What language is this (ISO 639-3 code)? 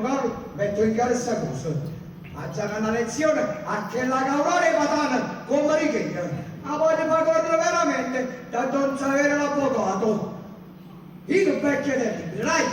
nap